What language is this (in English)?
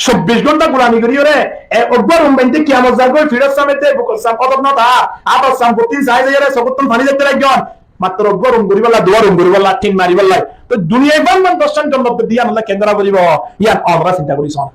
Rohingya